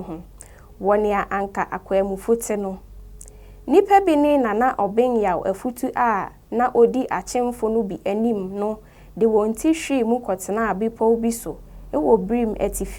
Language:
Akan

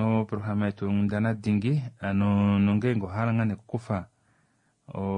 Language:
Kuanyama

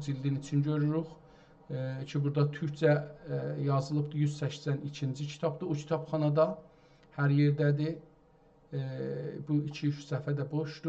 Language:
South Azerbaijani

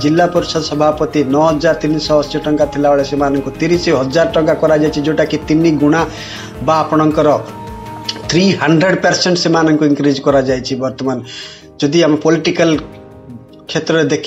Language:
Odia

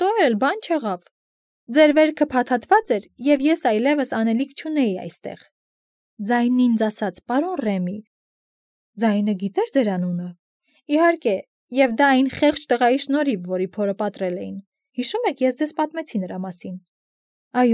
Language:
Armenian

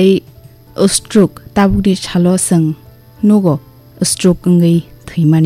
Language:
Kok Borok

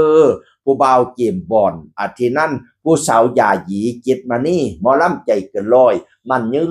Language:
Northeastern Thai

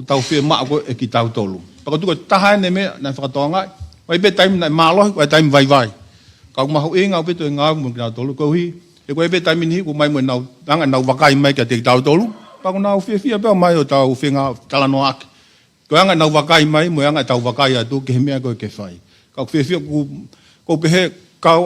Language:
Tongan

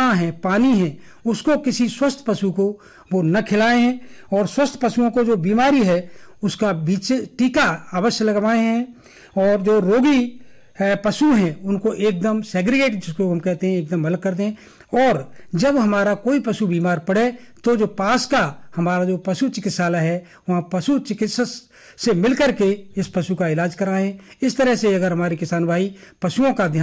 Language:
Hindi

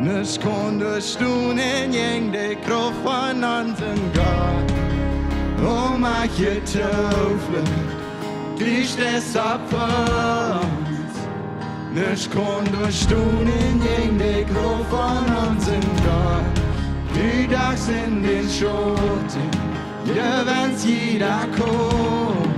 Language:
Plautdietsch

